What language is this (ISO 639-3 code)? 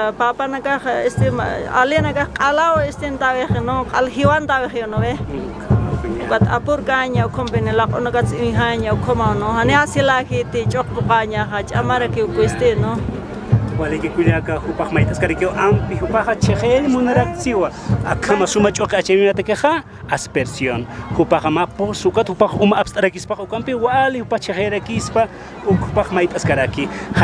aym